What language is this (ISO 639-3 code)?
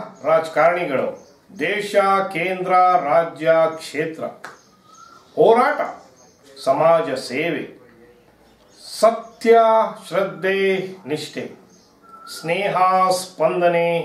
kan